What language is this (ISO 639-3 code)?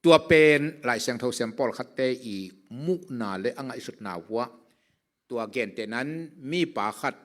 ctd